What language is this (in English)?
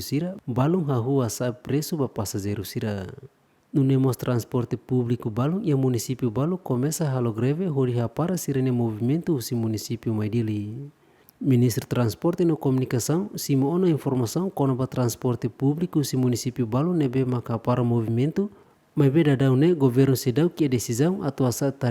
Tetum